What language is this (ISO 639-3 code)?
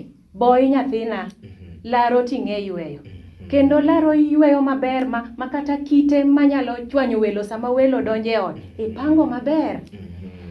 luo